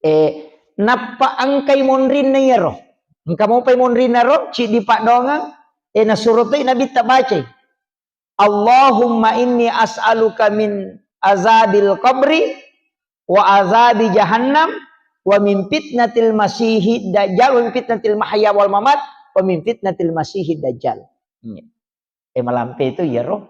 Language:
Buginese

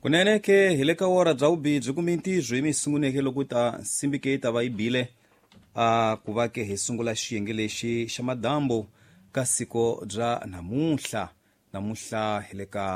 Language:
Tsonga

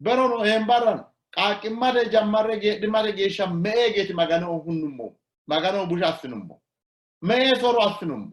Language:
Sidamo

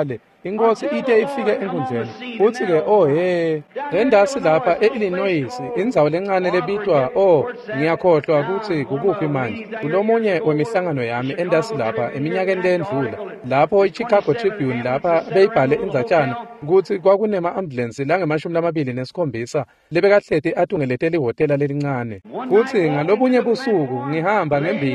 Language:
Swati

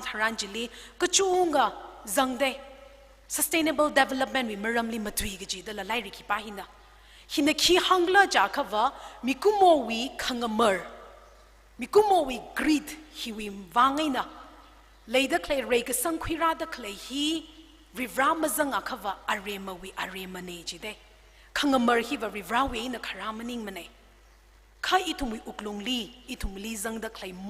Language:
Tangkhul Naga (India)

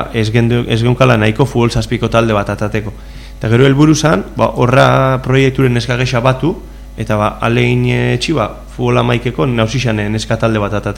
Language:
Basque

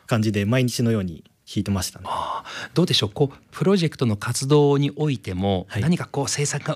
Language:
Japanese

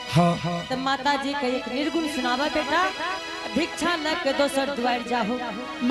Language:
Angika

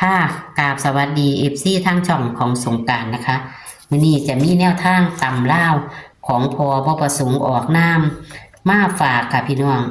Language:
Northeastern Thai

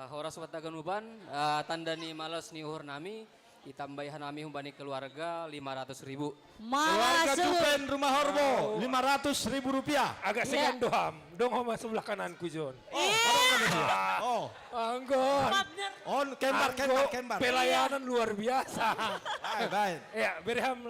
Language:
Batak Simalungun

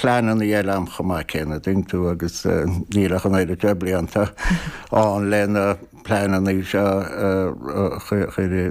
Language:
Irish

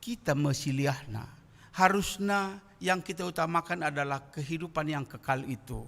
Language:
Batak Karo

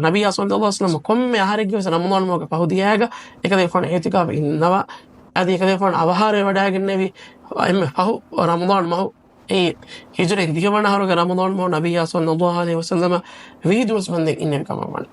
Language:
Divehi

